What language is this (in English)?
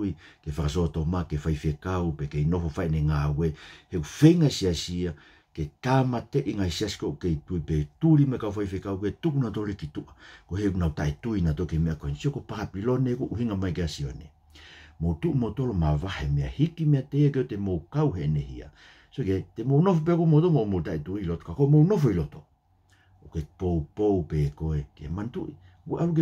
Tongan